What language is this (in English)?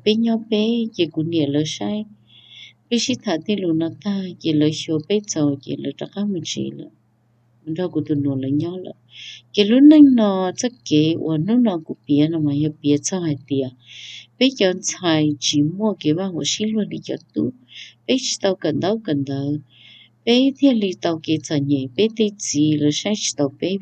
Hmong